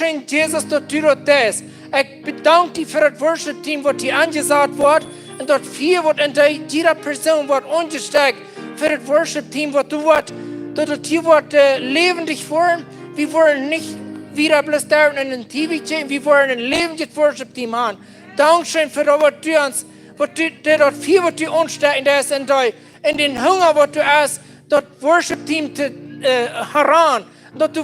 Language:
Plautdietsch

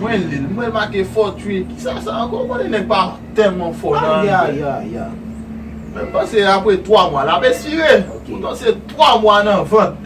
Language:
Haitian Creole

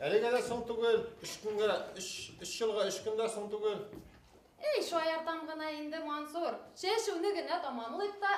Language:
Bashkir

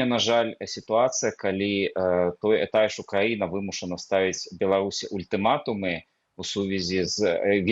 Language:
Belarusian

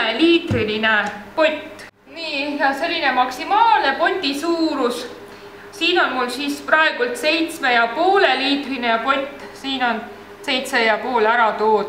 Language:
Estonian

